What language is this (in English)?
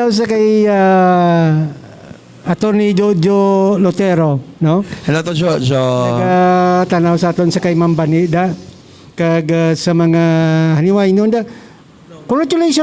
Hiligaynon